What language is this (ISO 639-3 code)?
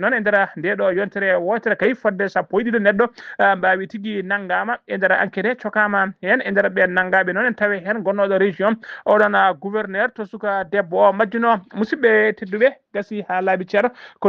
ful